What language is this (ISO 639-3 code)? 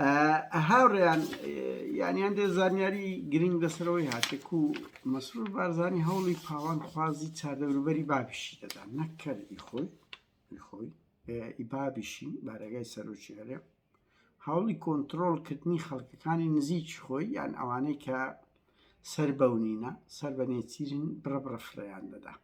ckb